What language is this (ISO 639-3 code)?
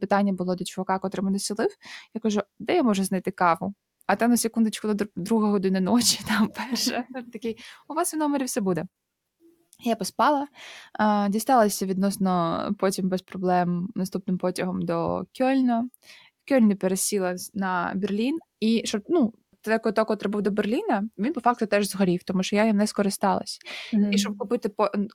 ukr